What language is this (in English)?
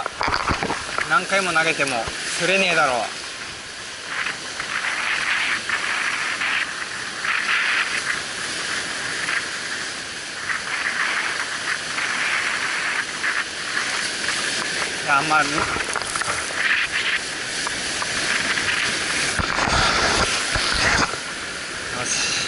Japanese